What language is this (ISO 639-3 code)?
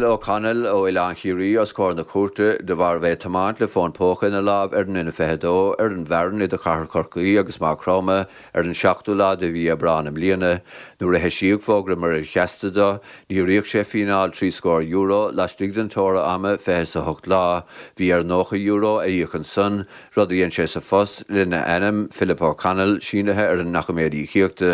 gle